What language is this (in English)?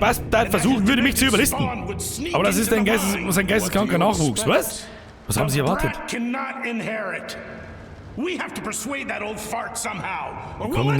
Bavarian